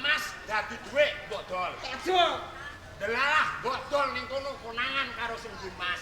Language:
Javanese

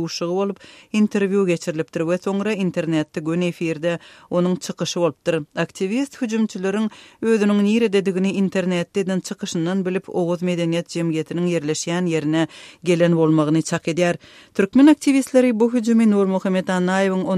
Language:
Turkmen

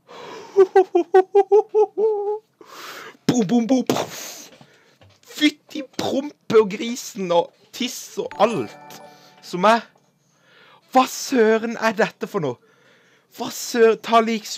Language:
Norwegian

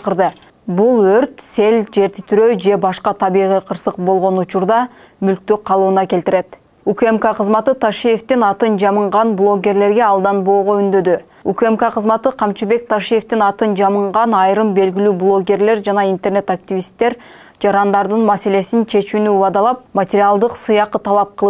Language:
Kyrgyz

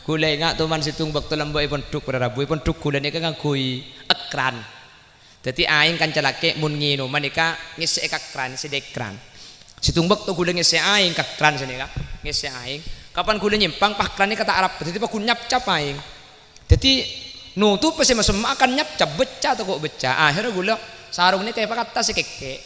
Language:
Madurese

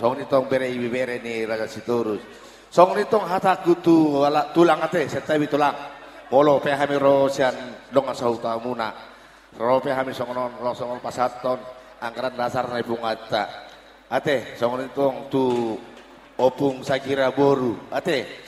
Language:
Batak Toba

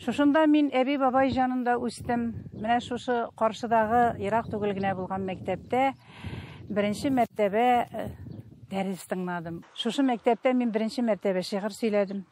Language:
Tatar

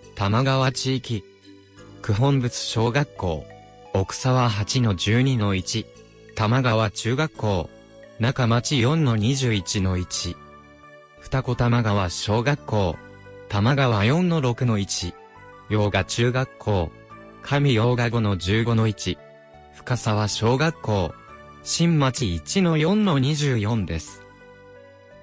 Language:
Japanese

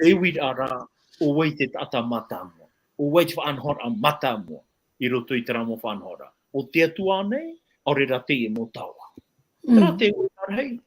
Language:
Tahitian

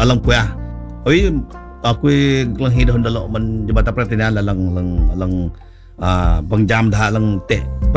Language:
Malay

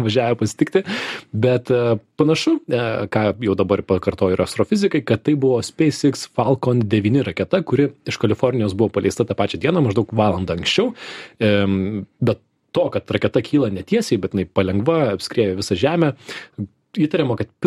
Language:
Lithuanian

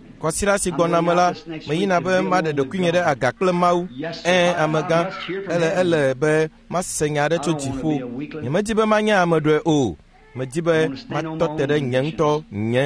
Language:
Ewe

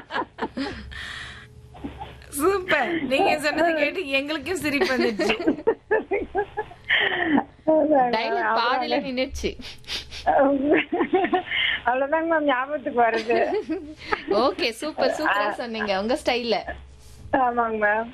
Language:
Tamil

